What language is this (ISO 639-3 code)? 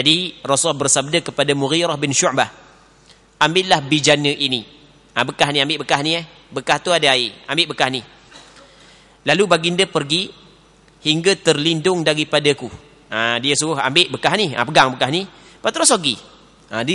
msa